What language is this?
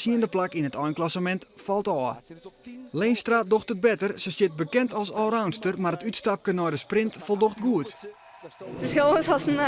Western Frisian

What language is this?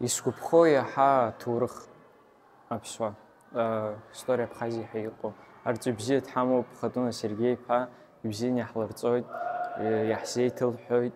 Abkhazian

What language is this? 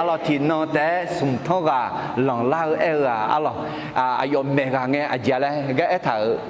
Akha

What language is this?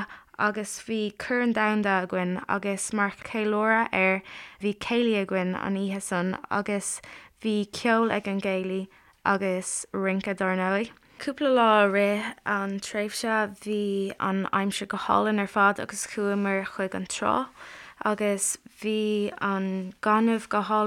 Irish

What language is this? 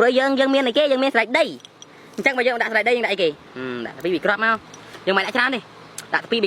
Khmer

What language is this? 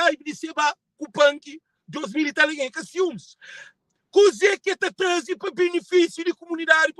Kabuverdianu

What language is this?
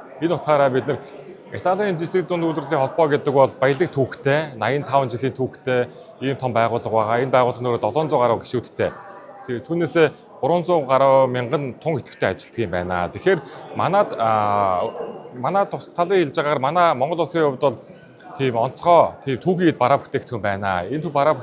Mongolian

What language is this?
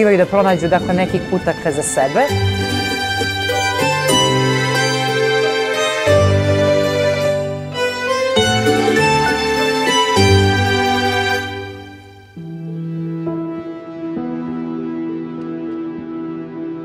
Croatian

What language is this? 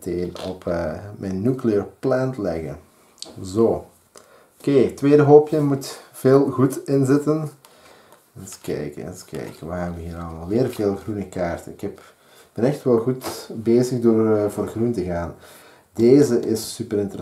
Dutch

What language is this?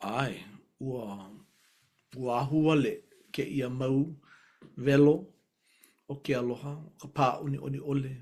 Hawaiian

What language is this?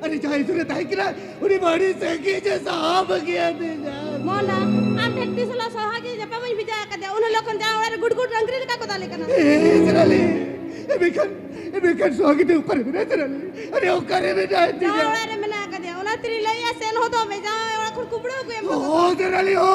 Santali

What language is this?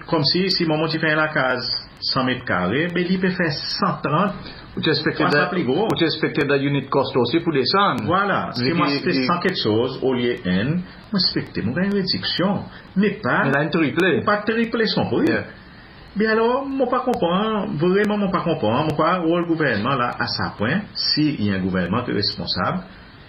Seselwa Creole French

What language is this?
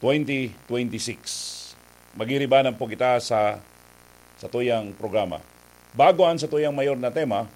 Bikol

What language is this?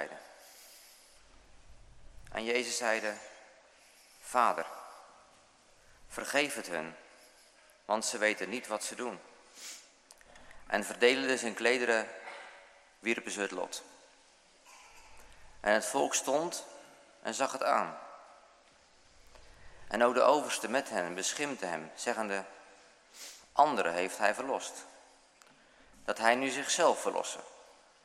Dutch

